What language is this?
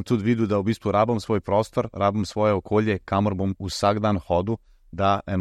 Slovenian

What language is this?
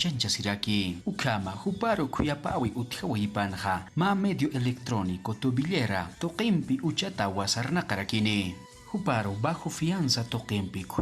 Aymara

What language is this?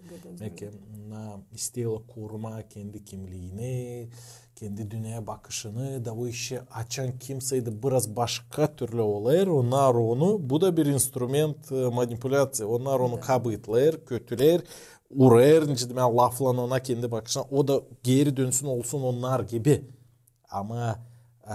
Gagauz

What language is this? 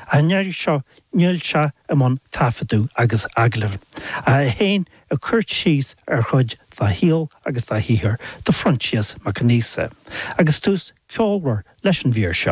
Irish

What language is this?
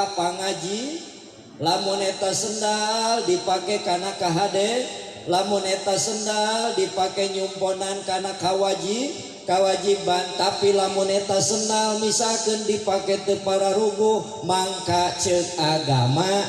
Sundanese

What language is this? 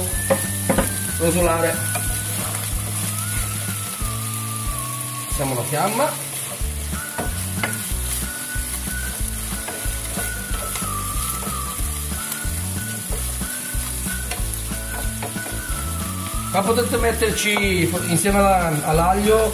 Italian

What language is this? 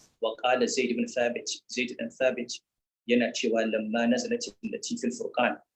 Hausa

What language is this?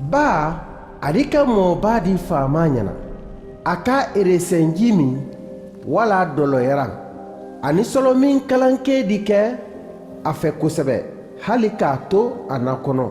Mandingo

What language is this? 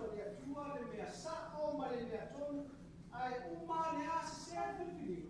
Samoan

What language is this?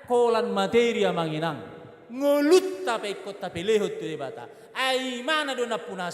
Batak Toba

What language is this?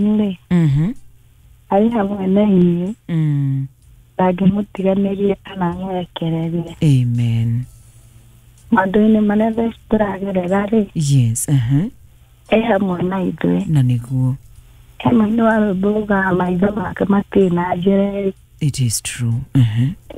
Kikuyu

